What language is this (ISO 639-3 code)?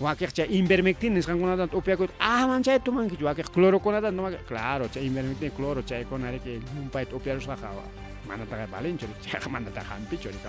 quy